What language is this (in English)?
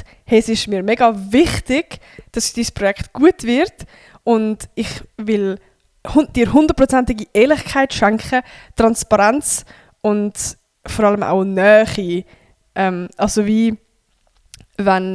Swiss German